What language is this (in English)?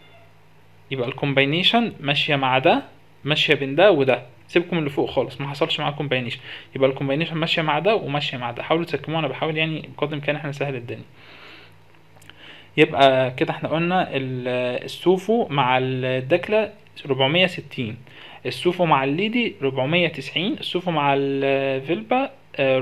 Egyptian Arabic